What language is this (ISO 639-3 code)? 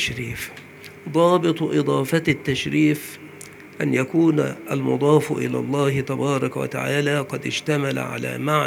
ara